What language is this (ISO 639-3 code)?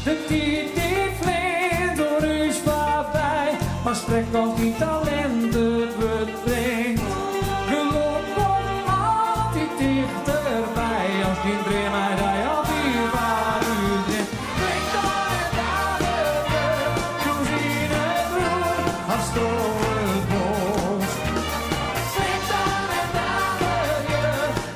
fry